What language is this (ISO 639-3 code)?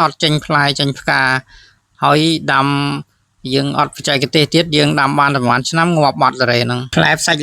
khm